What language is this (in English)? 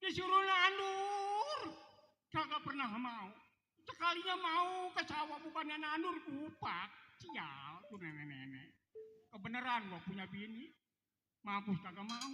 Betawi